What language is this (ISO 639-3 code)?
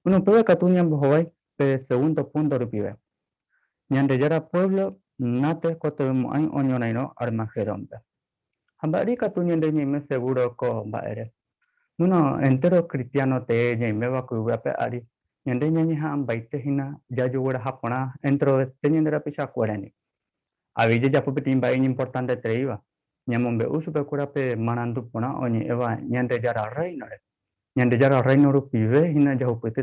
grn